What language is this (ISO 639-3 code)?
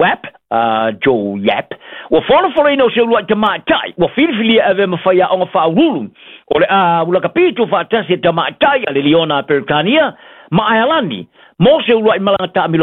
smo